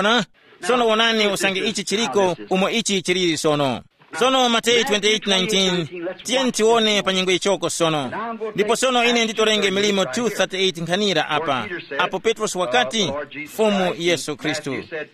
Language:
Tumbuka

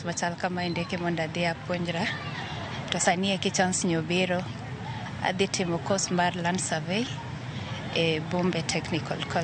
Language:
Luo (Kenya and Tanzania)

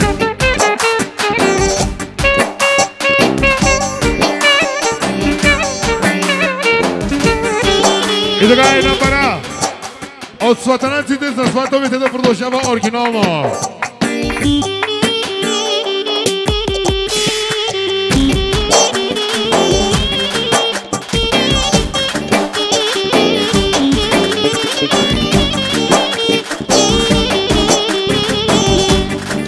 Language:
Bulgarian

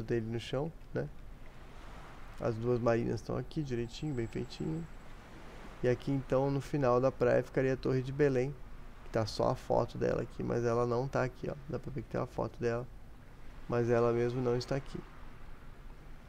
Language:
Portuguese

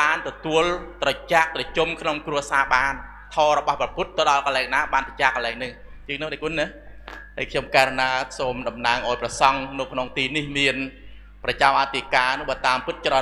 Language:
Khmer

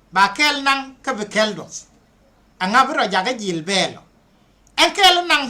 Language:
Nuer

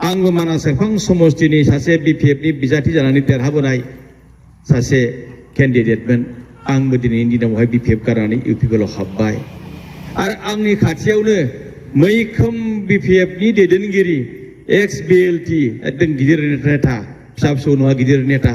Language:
Bodo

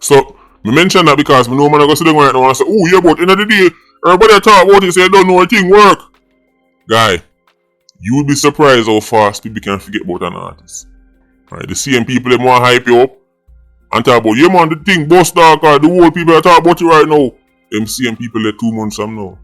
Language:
Jamaican Creole English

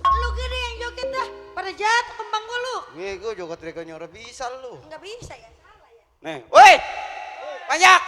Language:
Betawi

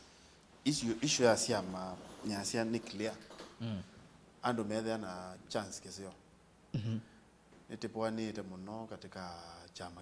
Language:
Kamba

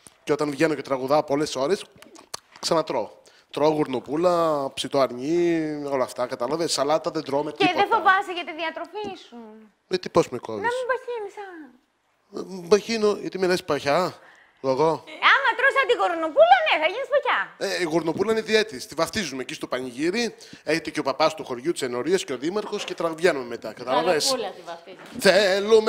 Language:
Greek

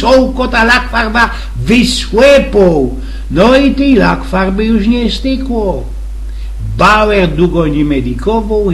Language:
Silesian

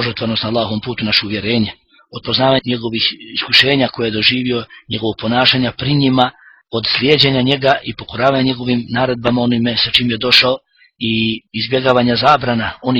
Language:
Bosnian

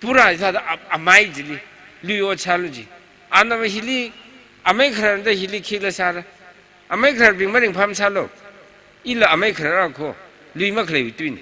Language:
Tangkhul Naga (India)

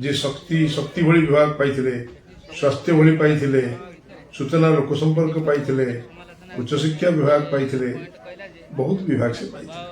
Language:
Odia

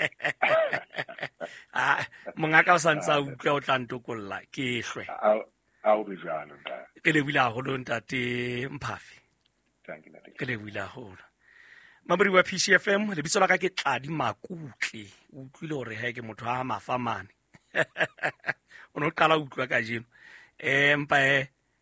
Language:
Southern Sotho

